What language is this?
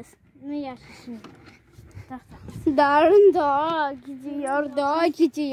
Crimean Tatar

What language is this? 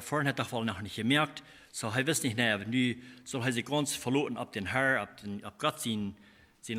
Plautdietsch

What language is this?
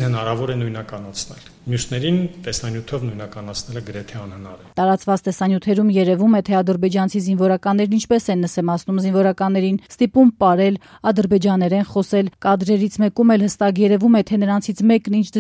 Armenian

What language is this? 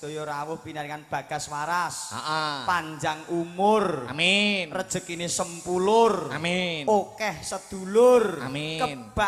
Javanese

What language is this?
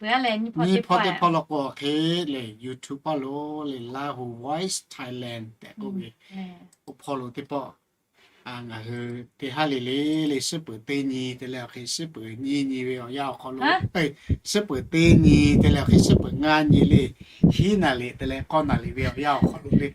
Lahu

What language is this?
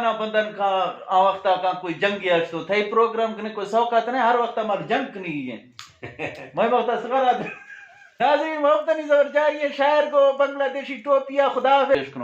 Eastern Balochi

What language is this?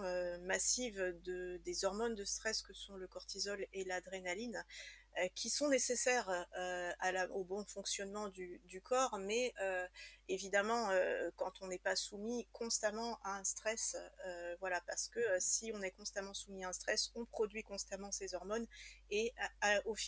French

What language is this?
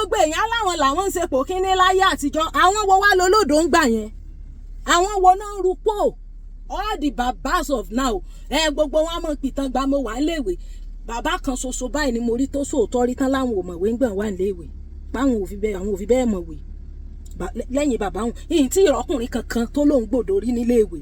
Yoruba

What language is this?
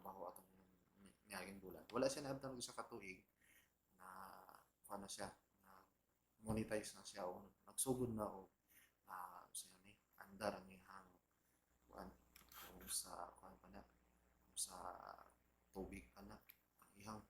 Cebuano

